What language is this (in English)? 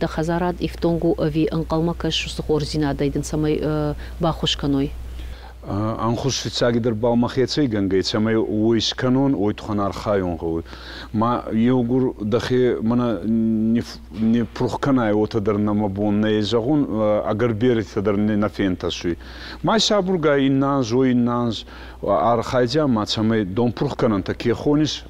Ossetic